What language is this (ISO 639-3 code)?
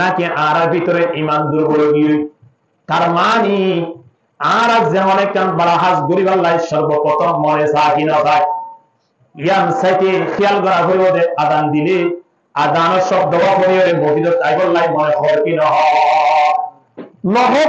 rhg